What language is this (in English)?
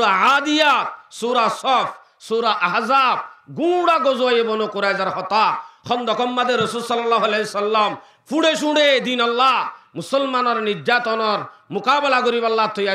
Rohingya